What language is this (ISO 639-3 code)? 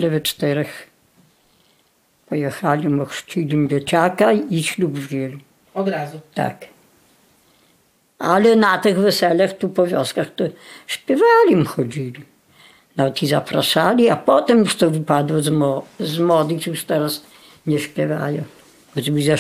pol